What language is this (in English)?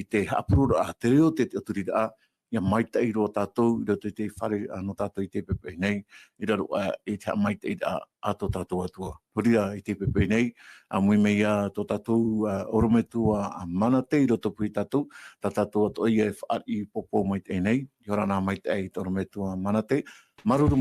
Tahitian